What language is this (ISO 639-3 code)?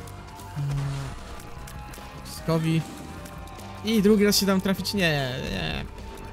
pol